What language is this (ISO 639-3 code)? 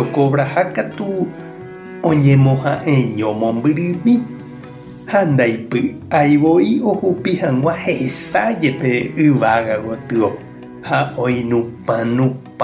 grn